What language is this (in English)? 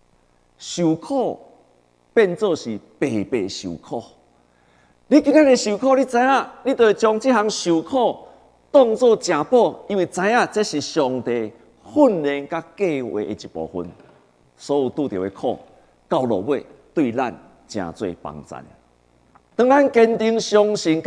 Min Nan Chinese